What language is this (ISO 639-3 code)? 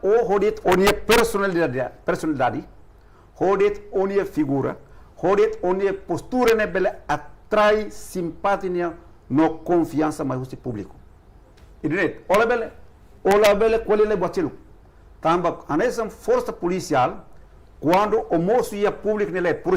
tet